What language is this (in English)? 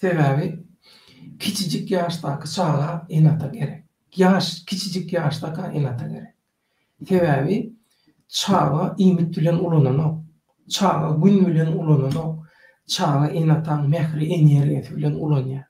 Turkmen